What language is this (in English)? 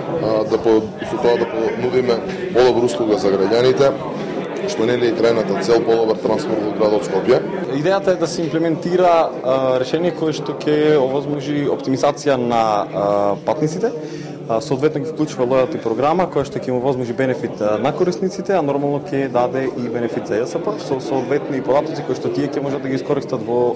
Macedonian